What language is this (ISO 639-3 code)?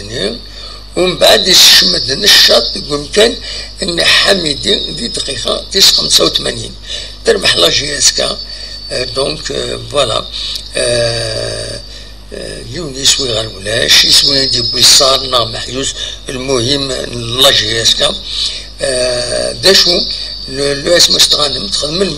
kab